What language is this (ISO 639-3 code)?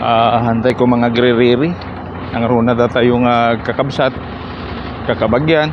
ilo